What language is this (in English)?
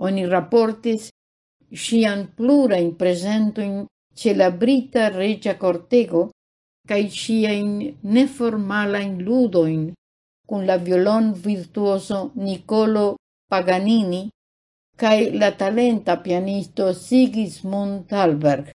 Esperanto